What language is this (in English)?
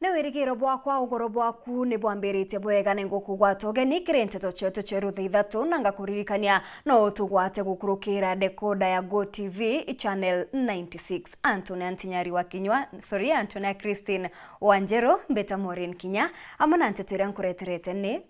Meru